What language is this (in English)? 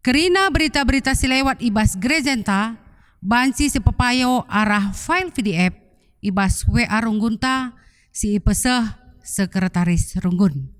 Batak Karo